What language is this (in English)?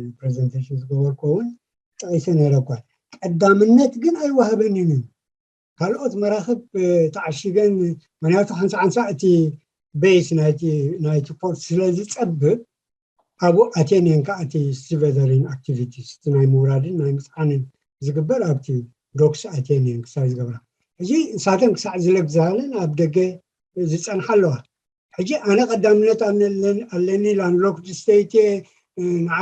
Tigrinya